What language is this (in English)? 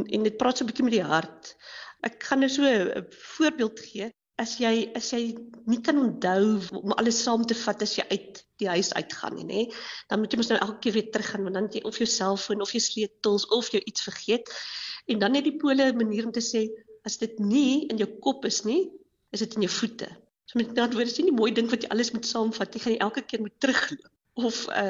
Afrikaans